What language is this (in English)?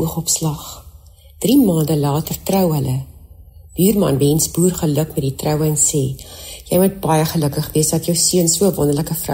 Afrikaans